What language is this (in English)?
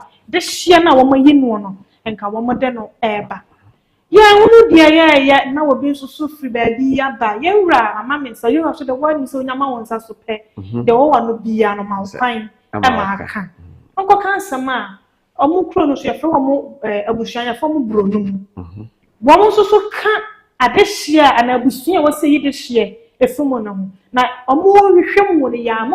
Akan